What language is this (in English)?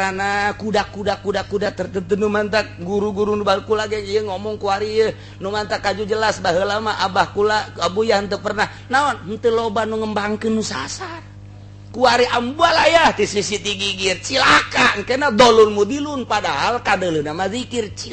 Sundanese